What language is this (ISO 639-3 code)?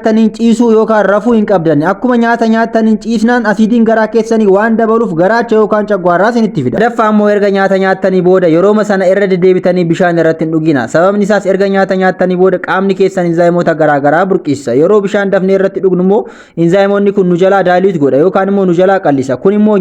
orm